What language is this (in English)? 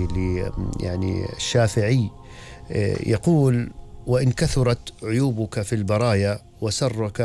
Gulf Arabic